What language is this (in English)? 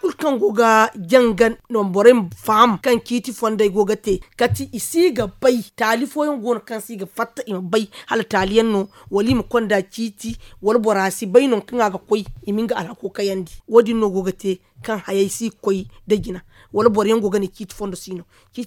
Zarma